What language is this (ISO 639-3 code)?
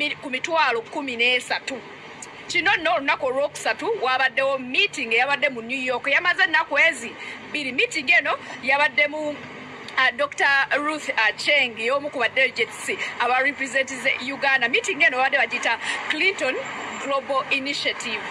lug